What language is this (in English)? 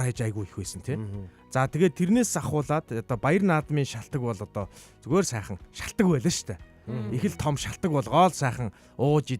Mongolian